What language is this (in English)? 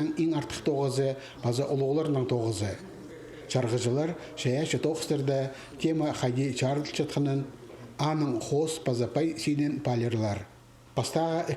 Khakas